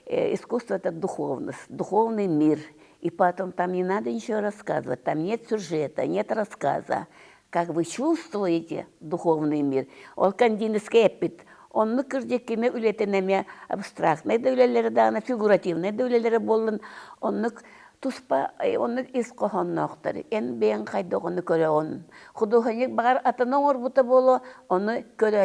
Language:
Yakut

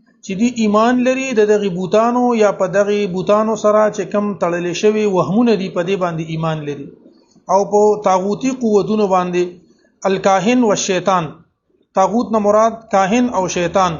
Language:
Pashto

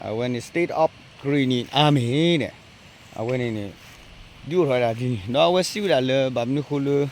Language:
S'gaw Karen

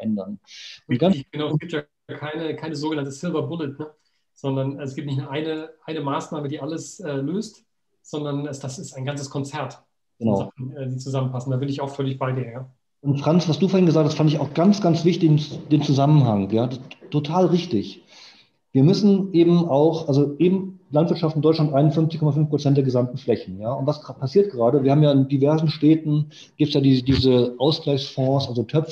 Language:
German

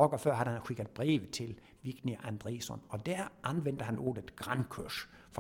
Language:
Danish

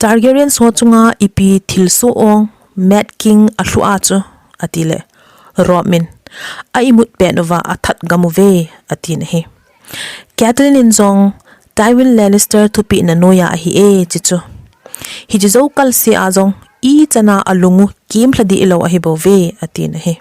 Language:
Thado Chin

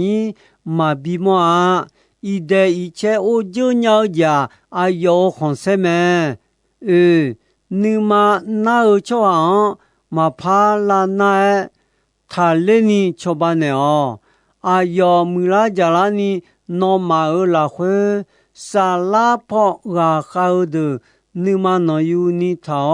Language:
Akha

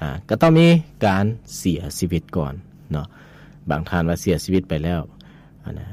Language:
Lao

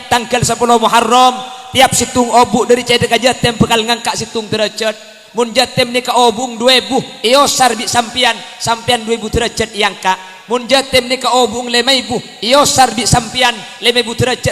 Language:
Madurese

